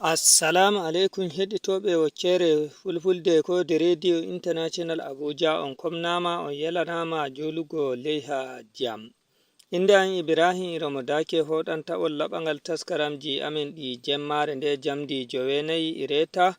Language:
Nigerian Fulfulde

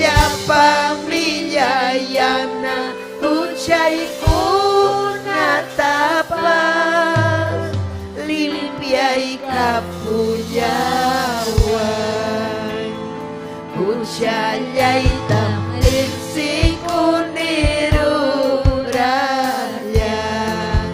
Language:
Ayacucho Quechua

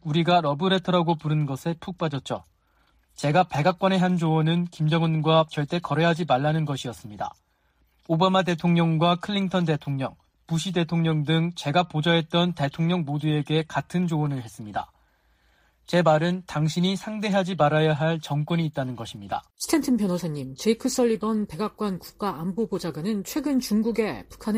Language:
Korean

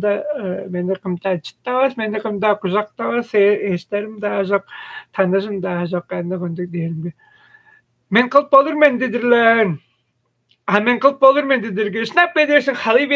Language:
Tuvinian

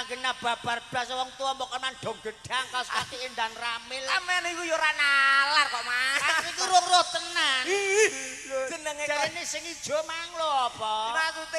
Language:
Javanese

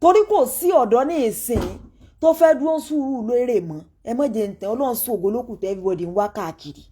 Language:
Yoruba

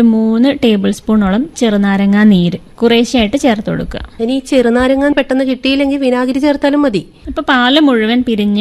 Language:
Malayalam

